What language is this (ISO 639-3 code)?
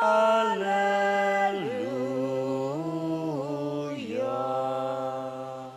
pam